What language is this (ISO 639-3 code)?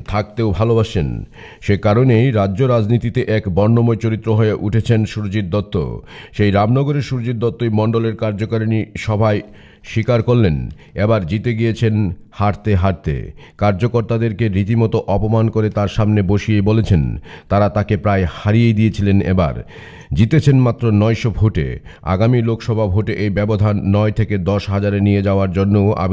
ben